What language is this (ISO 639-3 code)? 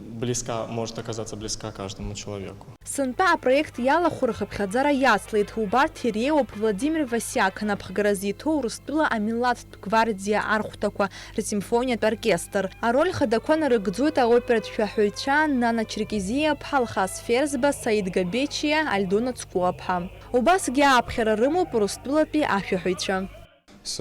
abk